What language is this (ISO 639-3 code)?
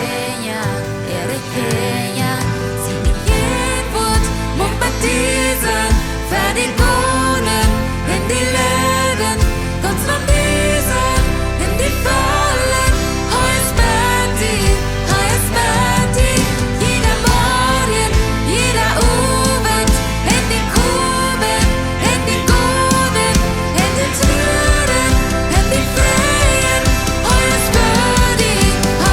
pdt